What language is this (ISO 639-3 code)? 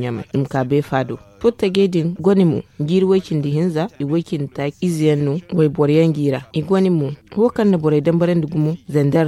dje